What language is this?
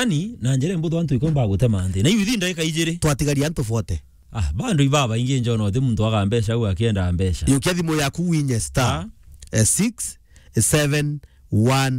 Meru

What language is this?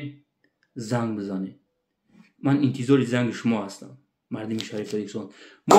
Tajik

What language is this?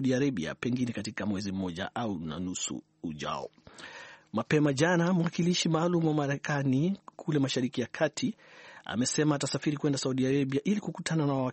Swahili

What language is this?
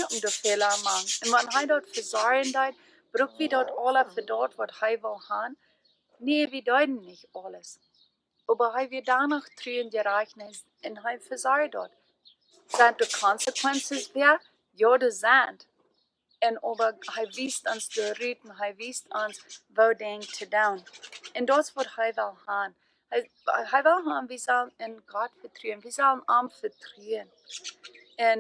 Plautdietsch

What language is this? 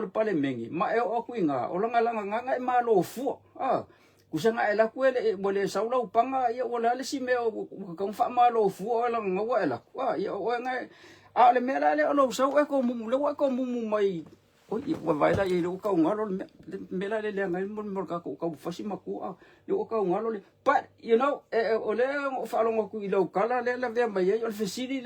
Samoan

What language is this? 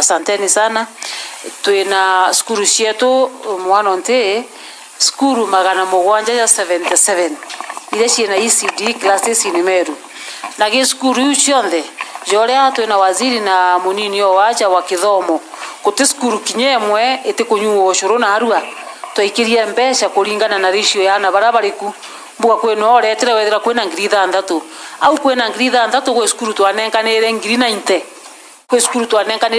Meru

